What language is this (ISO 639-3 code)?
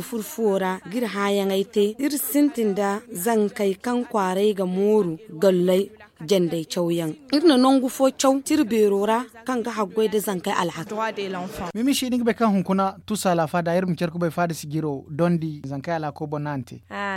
dje